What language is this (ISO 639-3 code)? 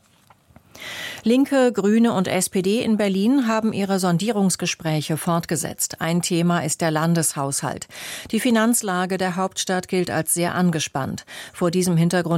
deu